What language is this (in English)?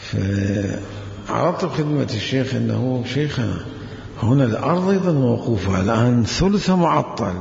Mesopotamian Arabic